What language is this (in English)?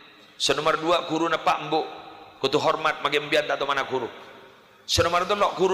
Madurese